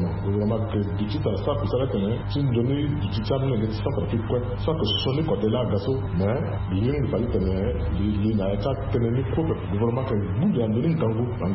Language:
Sango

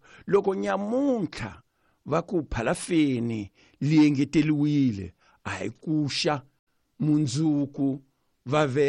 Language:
Tsonga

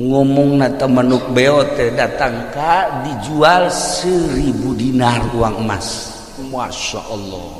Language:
Sundanese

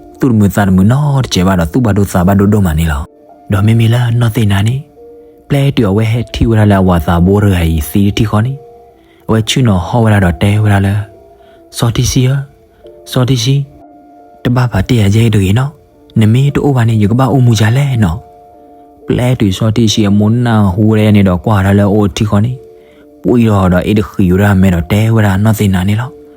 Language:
S'gaw Karen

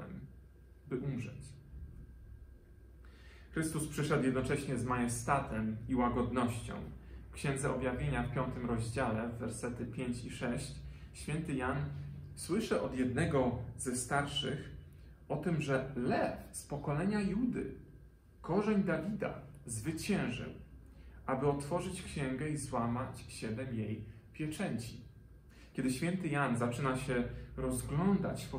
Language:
Polish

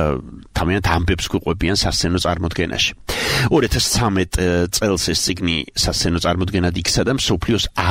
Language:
Georgian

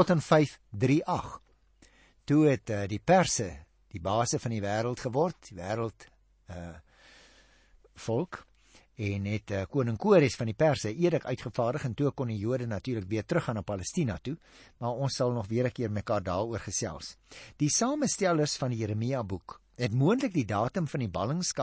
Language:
Afrikaans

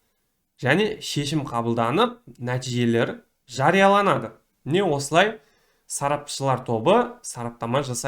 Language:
Kazakh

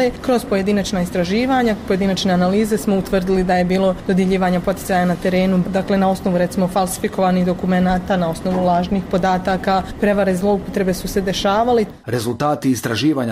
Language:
Bosnian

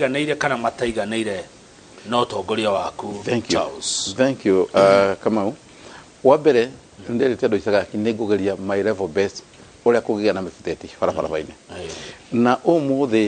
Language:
Kikuyu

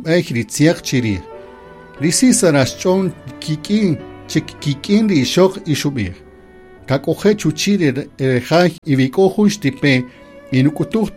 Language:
Kaqchikel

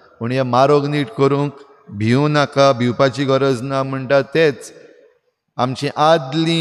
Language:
Konkani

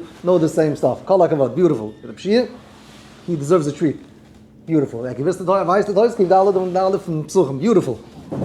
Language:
Yiddish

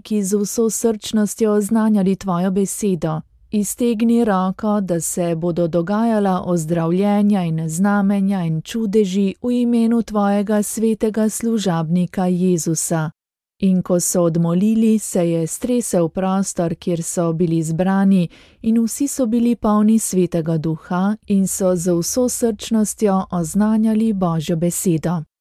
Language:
Slovenian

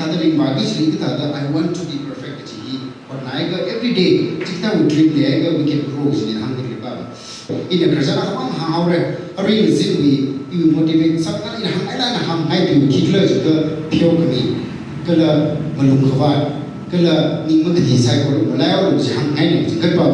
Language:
Tangkhul Naga (India)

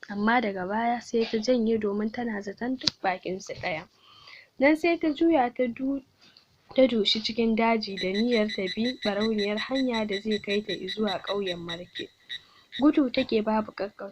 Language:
Hausa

